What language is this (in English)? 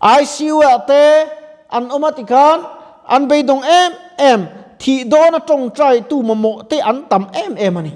Mizo